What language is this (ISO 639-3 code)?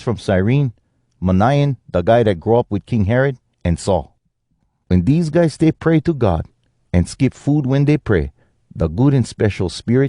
hwc